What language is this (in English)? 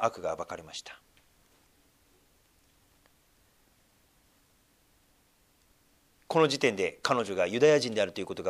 Japanese